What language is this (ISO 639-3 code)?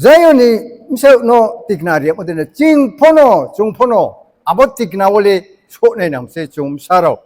ria